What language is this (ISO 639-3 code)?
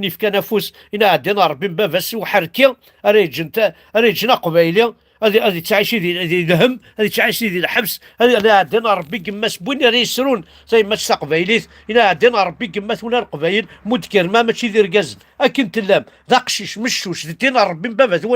kab